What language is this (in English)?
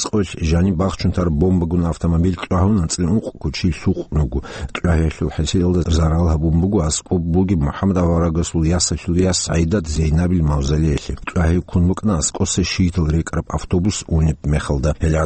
Avaric